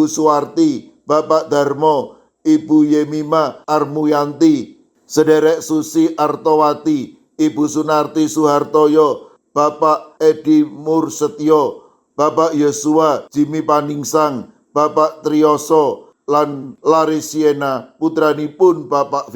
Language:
Javanese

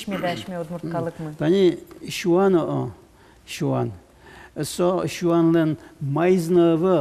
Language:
Udmurt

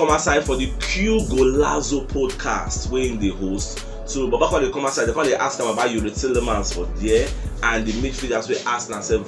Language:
Nigerian Pidgin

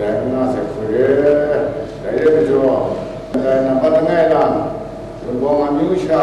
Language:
Kachin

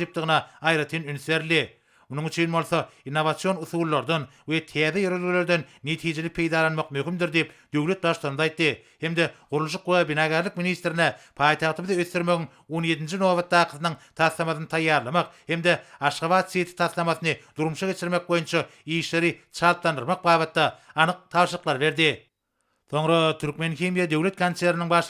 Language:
Turkmen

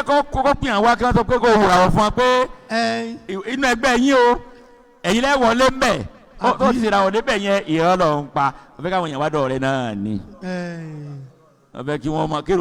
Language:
Yoruba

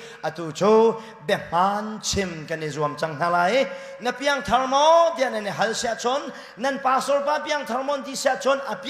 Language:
Hakha Chin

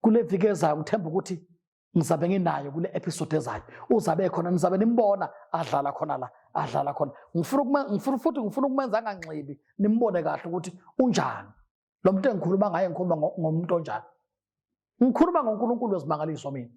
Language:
Zulu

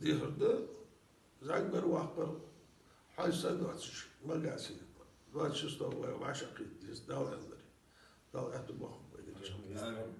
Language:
Ingush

